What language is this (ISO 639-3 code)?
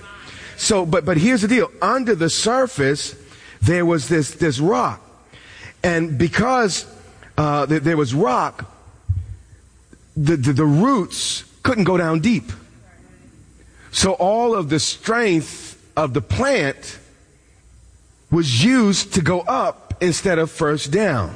eng